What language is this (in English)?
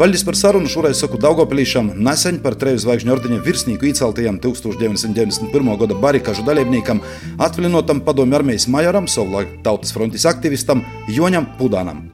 Latvian